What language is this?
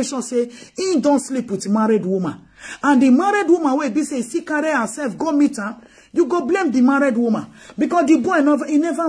Nigerian Pidgin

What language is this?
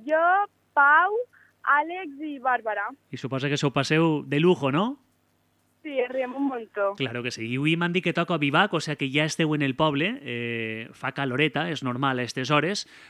Catalan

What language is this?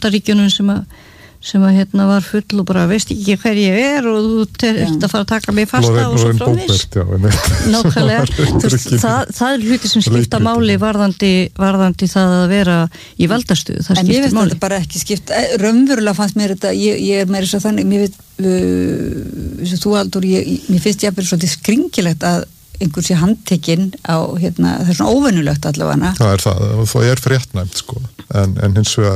Icelandic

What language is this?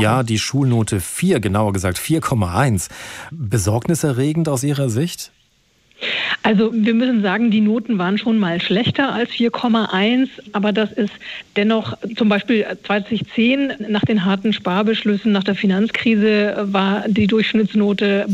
German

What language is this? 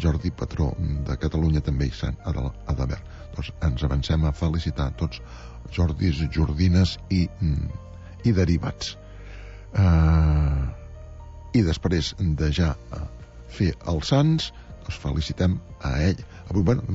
Catalan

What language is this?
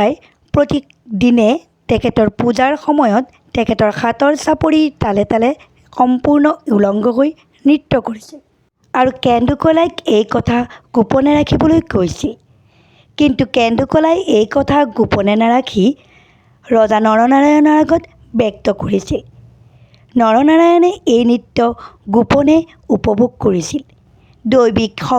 Assamese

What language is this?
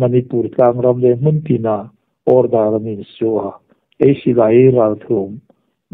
Hmar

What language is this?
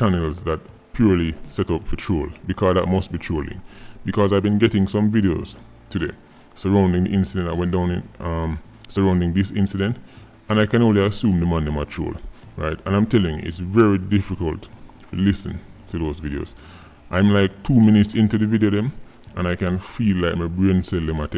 Jamaican Creole English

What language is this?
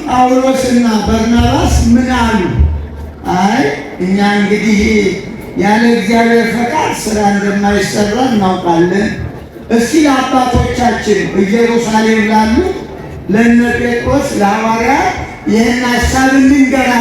Amharic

